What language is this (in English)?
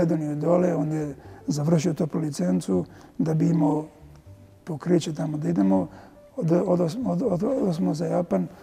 Serbian